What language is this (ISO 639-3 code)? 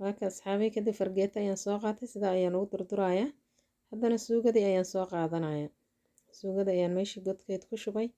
som